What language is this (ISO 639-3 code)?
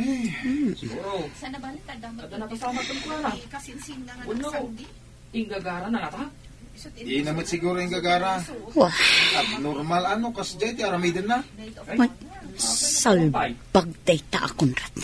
ilo